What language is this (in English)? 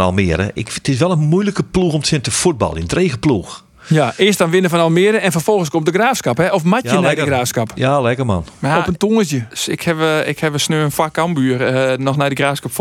Western Frisian